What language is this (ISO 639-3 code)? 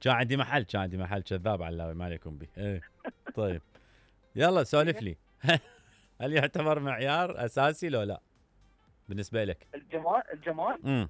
acm